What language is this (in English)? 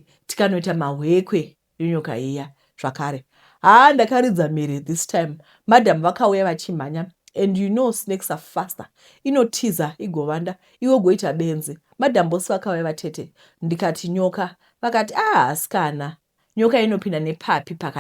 Shona